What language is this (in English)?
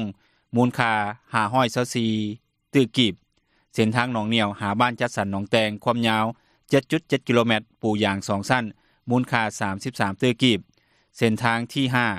Lao